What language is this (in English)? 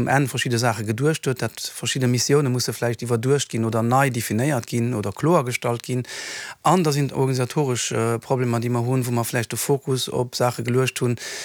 Luxembourgish